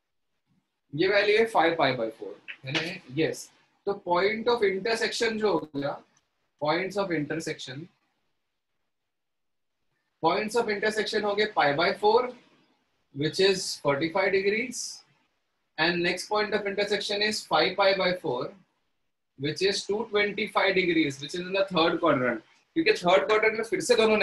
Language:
Hindi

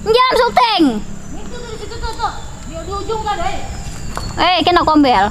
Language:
Banjar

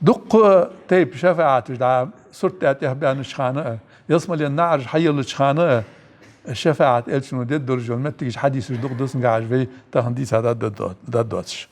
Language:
Ingush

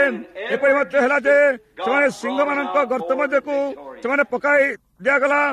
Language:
Odia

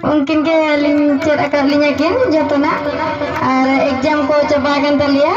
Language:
Santali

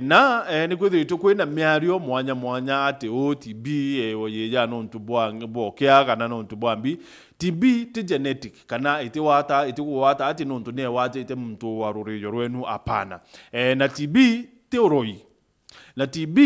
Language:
Meru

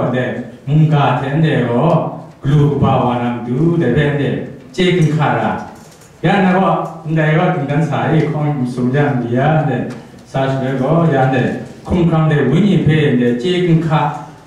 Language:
Kachin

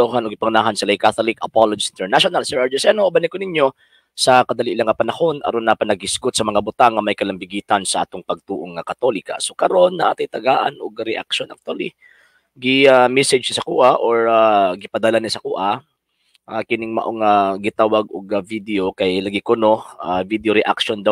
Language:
Cebuano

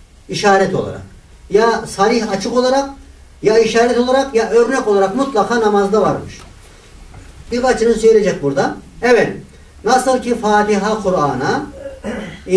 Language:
Turkish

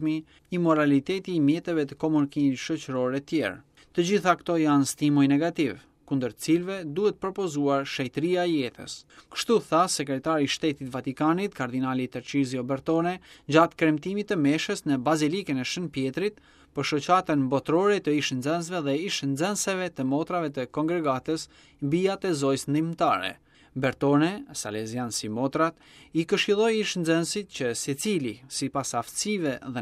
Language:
Albanian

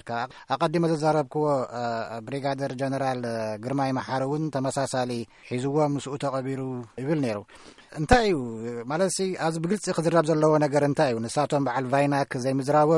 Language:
Tigrinya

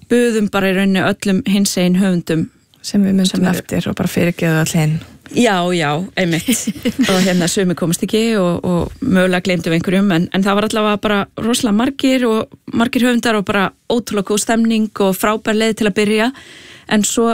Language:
Icelandic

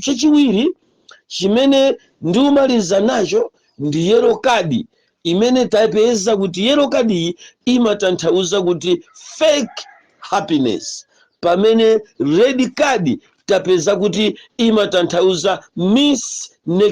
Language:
Nyanja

